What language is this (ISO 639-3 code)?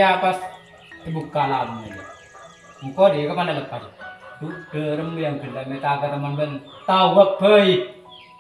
mad